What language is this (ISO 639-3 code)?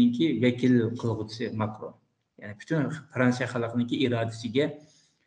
uig